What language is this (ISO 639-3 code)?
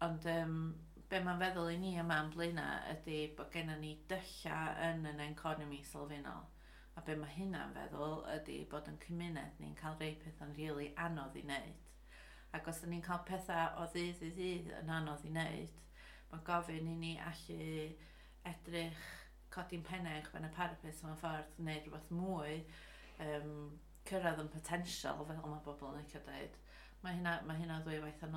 cym